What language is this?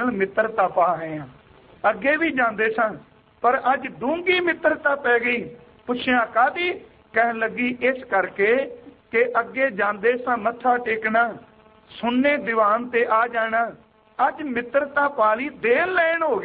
Punjabi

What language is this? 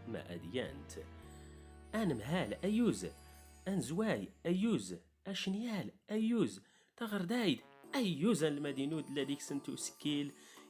Standard Moroccan Tamazight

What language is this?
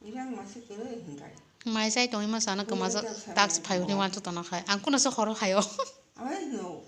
Kok Borok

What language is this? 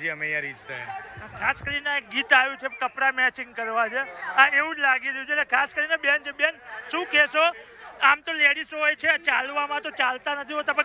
Gujarati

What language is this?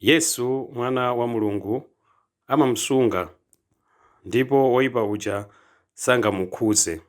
Nyanja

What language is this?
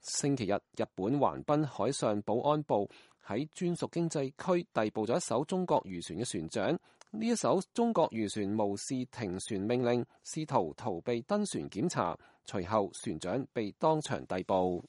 Cantonese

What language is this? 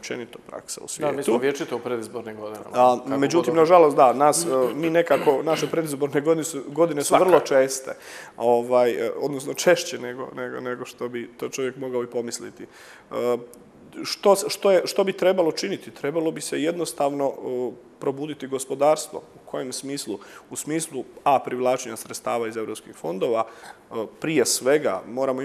Croatian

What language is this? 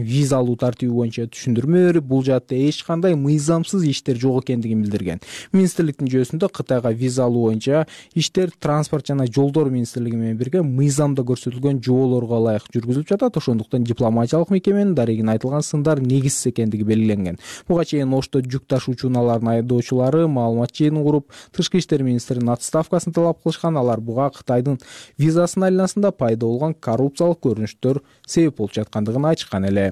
Kyrgyz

